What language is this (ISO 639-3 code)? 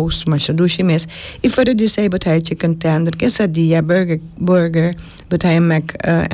pap